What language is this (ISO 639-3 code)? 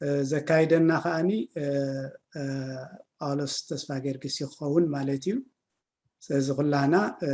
tir